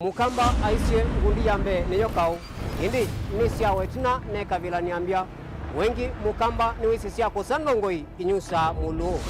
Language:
Kamba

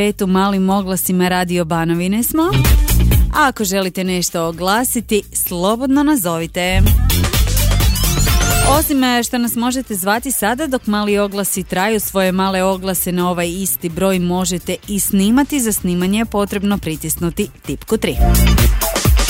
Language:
Croatian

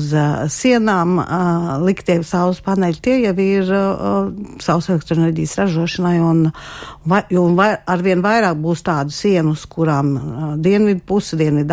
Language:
Latvian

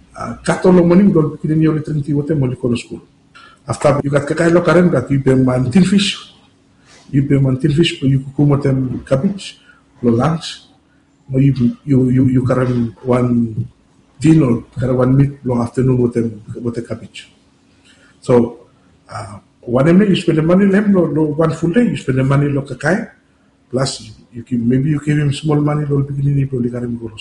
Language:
Bislama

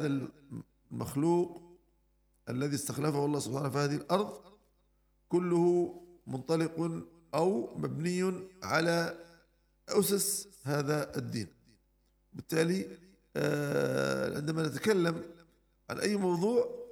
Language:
Arabic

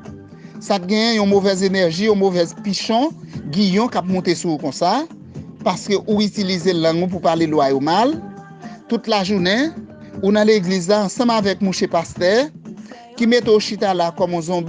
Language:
Haitian Creole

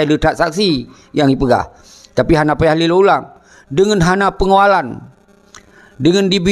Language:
Achinese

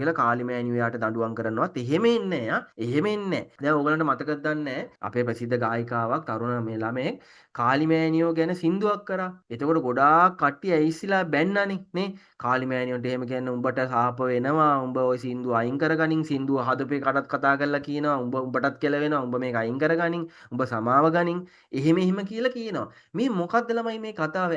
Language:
Sinhala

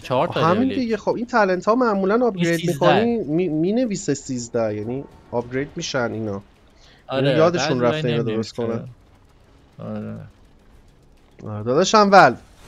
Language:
Persian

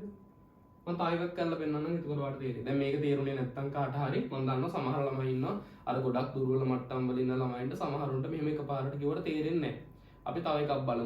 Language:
Sinhala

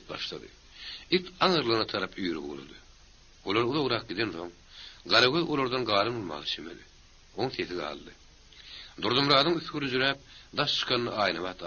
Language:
Turkmen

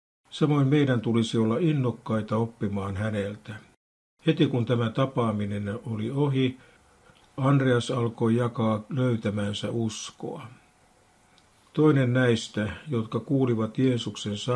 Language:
Finnish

